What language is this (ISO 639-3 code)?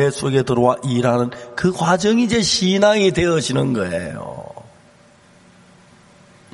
kor